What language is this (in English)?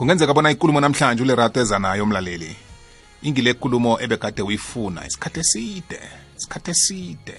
South Ndebele